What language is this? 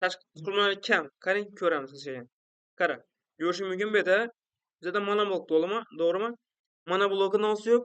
Uzbek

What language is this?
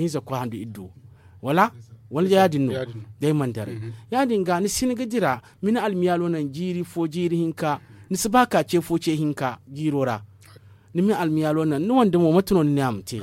Zarma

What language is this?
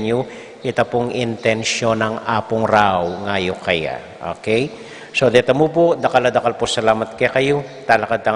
Pampanga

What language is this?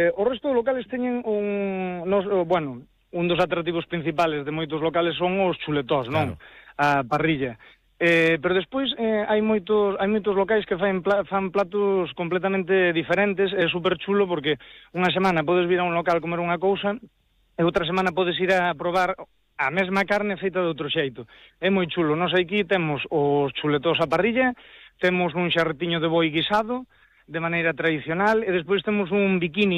Galician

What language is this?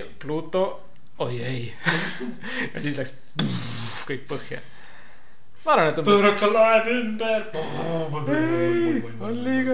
Estonian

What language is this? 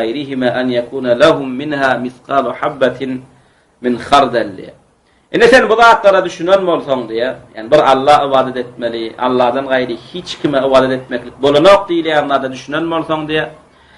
Turkmen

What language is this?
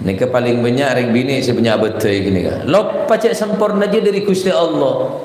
Madurese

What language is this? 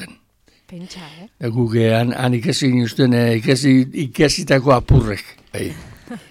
Basque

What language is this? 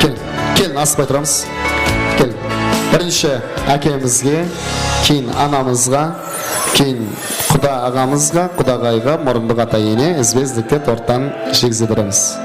Kara-Kalpak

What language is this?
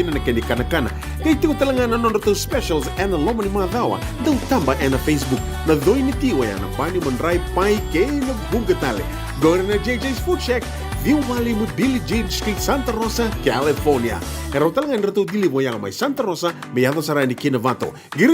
Fijian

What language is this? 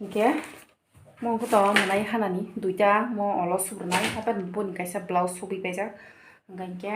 Kok Borok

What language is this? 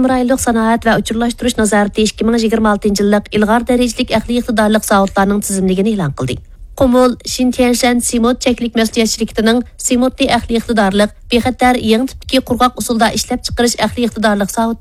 Uyghur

